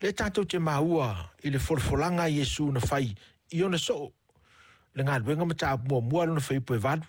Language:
Samoan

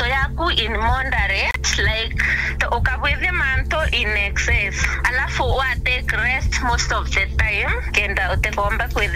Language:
Meru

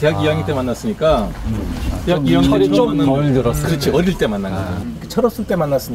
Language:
Korean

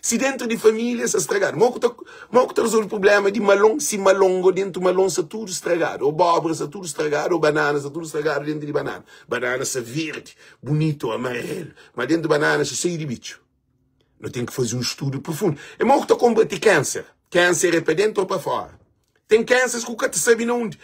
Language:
Kabuverdianu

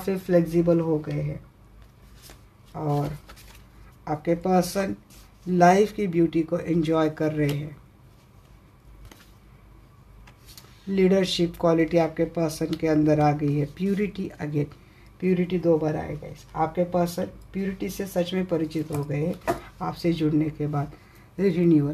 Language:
Hindi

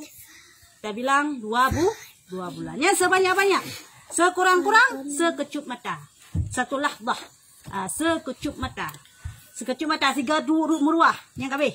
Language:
Achinese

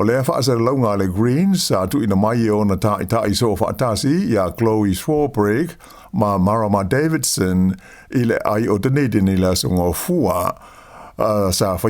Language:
Samoan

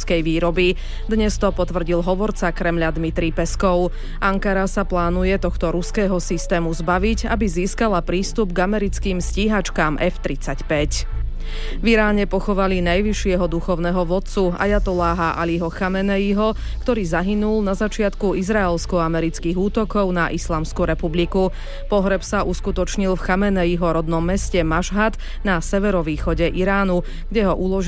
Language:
Slovak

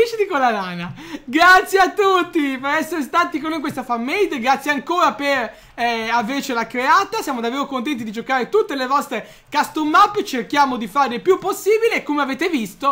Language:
Italian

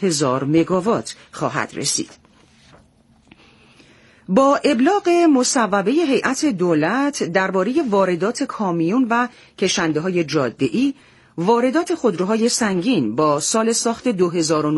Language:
Persian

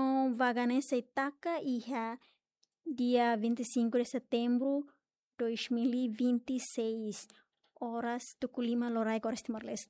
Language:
Tetum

